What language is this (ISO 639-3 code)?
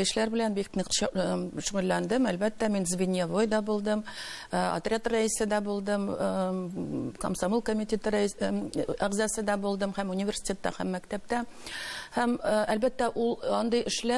tat